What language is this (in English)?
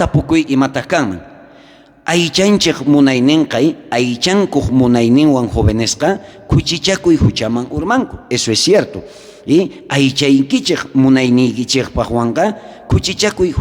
South Bolivian Quechua